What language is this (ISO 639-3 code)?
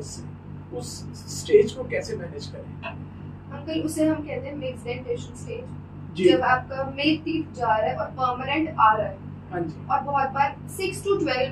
hin